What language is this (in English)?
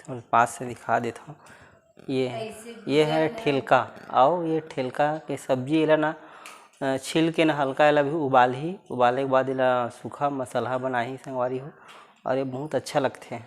Chhattisgarhi